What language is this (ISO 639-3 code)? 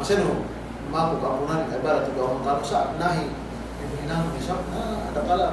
yka